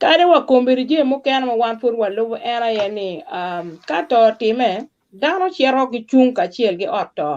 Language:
Acoli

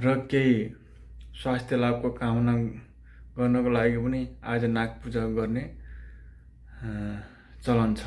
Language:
Nepali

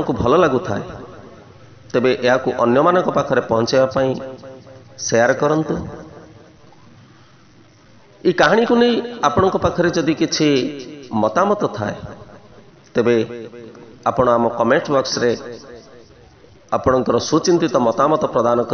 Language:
Odia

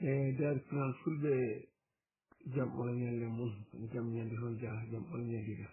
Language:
Fula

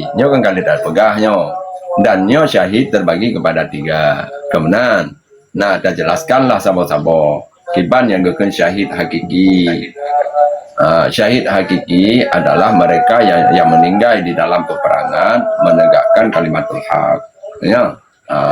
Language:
Achinese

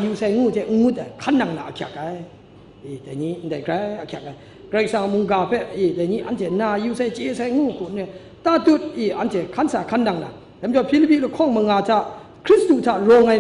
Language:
Kachin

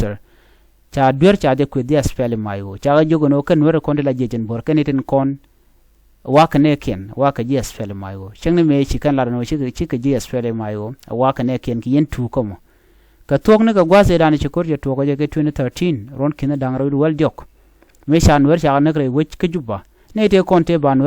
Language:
Nuer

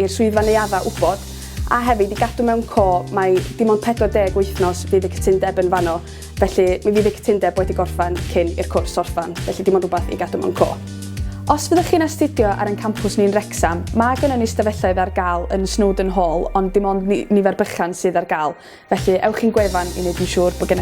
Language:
Welsh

